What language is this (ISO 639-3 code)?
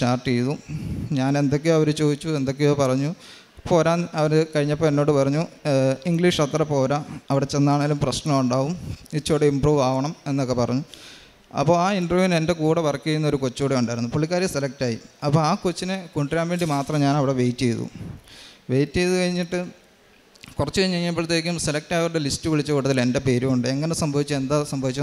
mal